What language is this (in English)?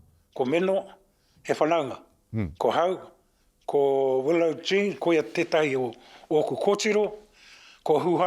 Māori